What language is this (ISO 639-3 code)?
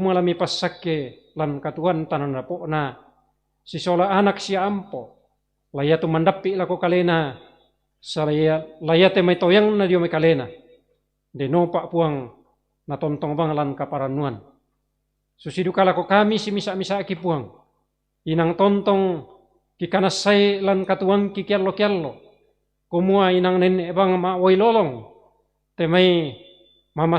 sda